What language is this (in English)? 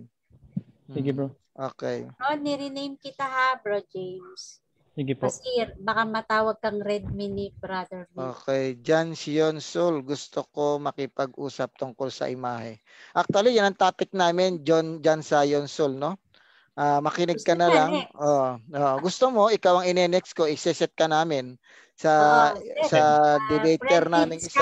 Filipino